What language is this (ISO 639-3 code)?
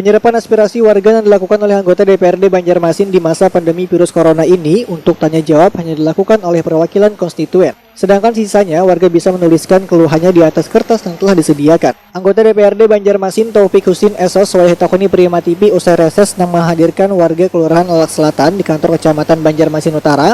bjn